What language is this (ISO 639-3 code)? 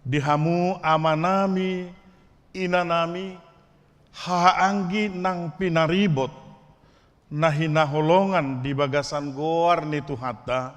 bbc